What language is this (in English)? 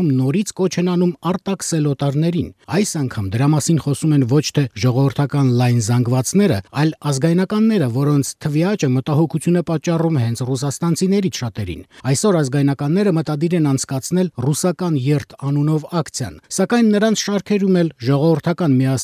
Armenian